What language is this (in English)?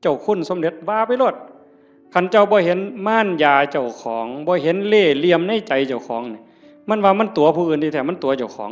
Northeastern Thai